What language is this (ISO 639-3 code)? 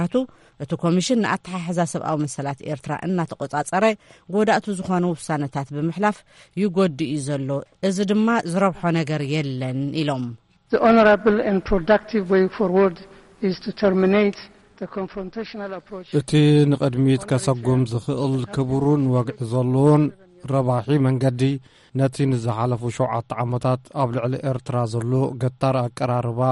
tir